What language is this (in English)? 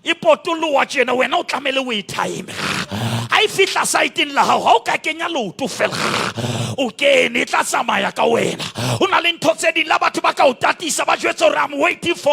Southern Sotho